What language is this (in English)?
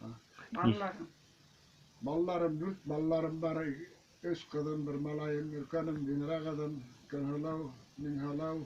Bashkir